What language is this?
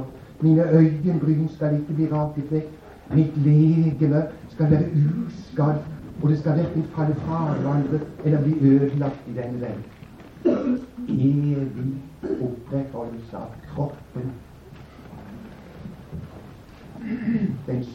Norwegian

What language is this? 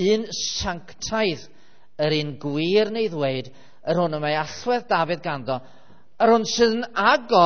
Welsh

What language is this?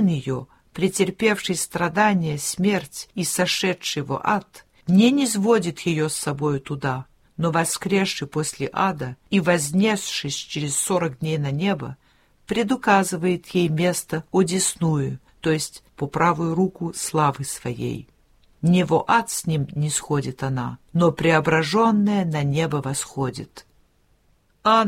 Russian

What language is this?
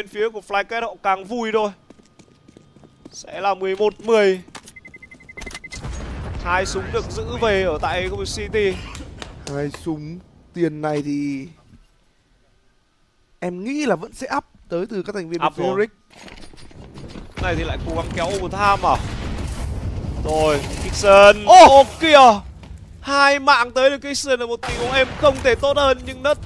Vietnamese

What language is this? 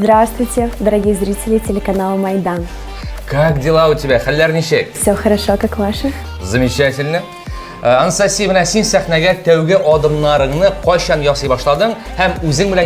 Tatar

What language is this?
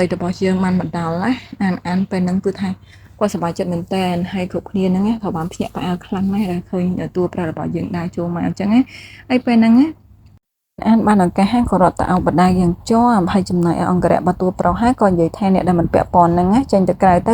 Khmer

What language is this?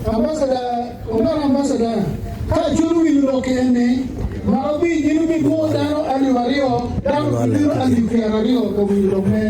Acoli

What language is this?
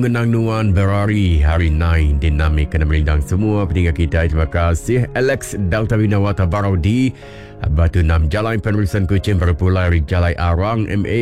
Iban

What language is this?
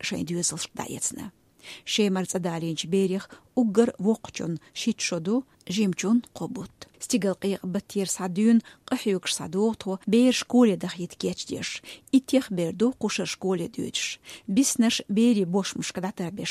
Chechen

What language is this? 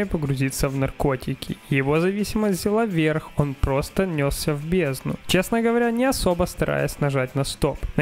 Russian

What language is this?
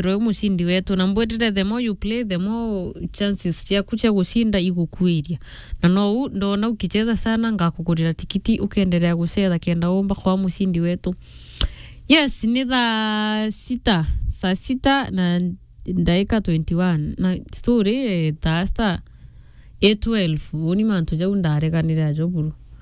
Meru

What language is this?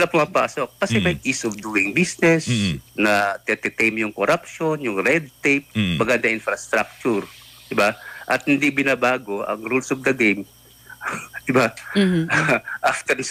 Filipino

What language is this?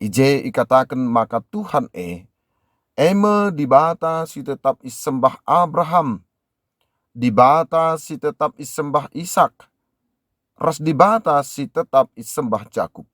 Batak Karo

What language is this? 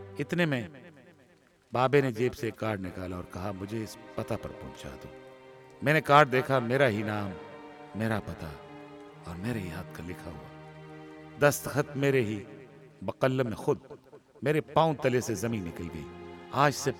Urdu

